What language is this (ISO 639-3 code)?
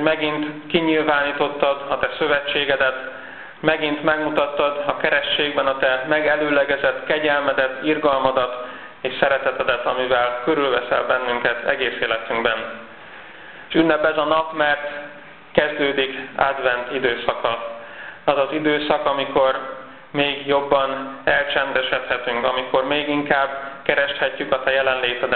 hun